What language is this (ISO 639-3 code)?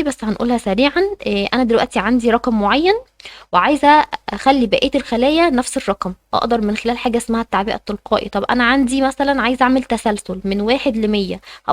arz